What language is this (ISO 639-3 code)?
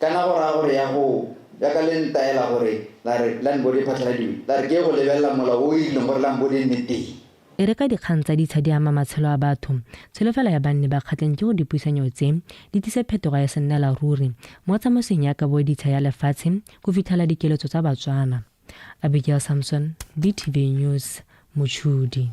tsn